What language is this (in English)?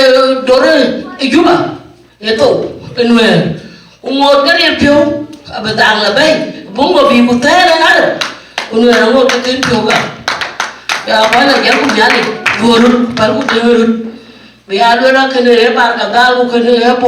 Dinka